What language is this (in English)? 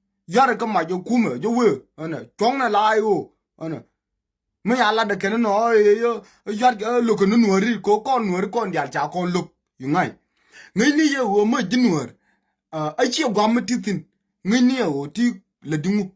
Nuer